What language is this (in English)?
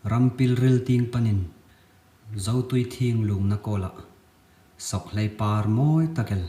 Hmar